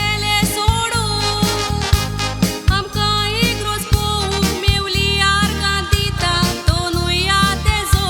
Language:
Konkani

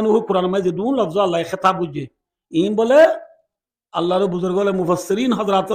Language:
Rohingya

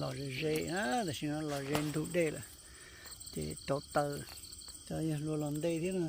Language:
Hmong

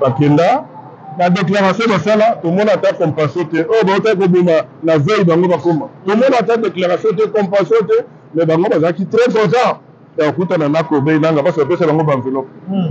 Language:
Lingala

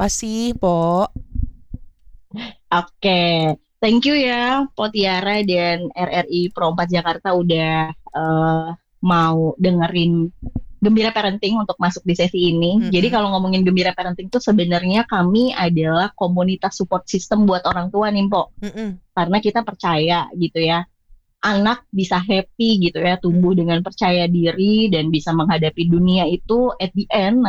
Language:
Indonesian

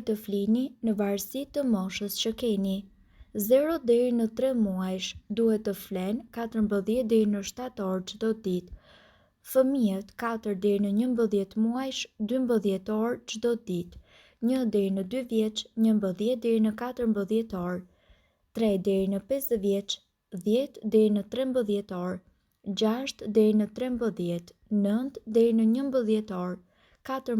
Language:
Albanian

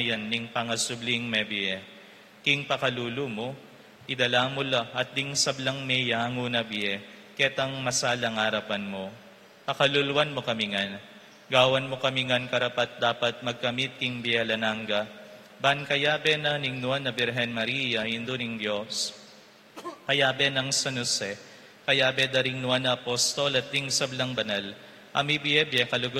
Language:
Pampanga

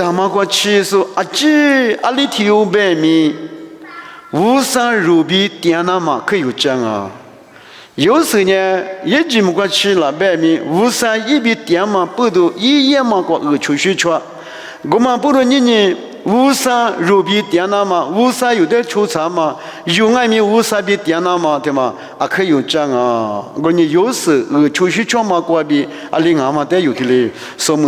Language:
Lisu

